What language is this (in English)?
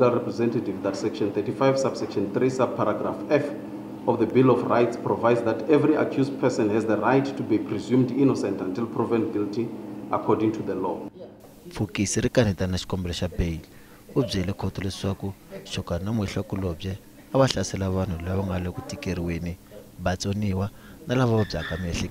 Tsonga